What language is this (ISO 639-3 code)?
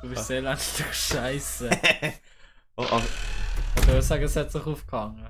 gsw